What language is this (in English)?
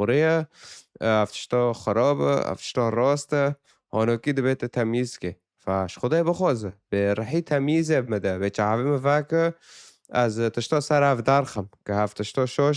Kurdish